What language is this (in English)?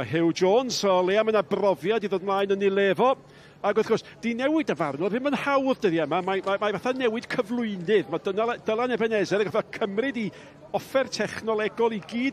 Welsh